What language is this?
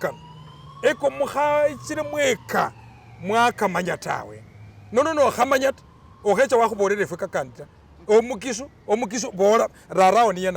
Masaaba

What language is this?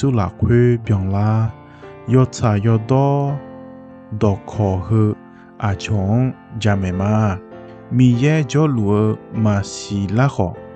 Akha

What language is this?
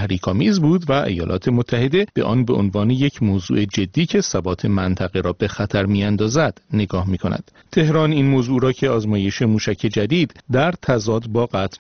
Persian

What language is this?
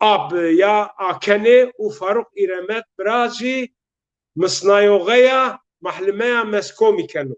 Zaza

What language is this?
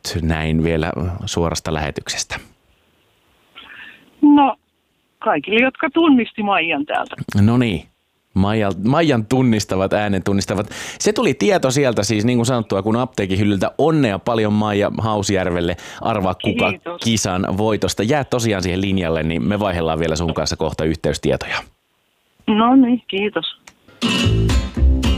Finnish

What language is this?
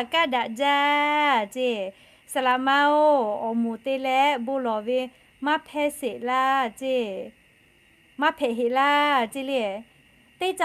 Lahu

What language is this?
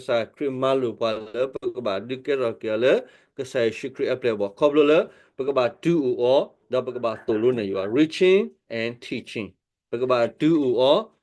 S'gaw Karen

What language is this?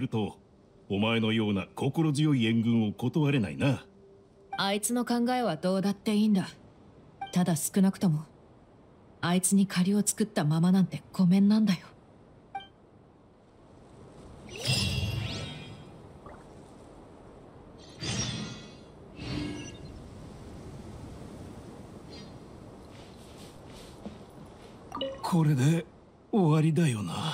Japanese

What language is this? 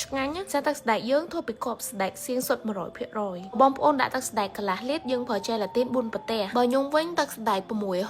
Khmer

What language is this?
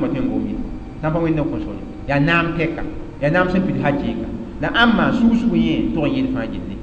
Mossi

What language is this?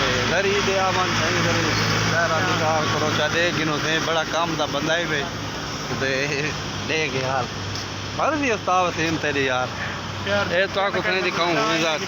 Saraiki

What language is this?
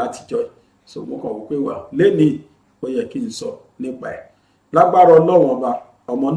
Yoruba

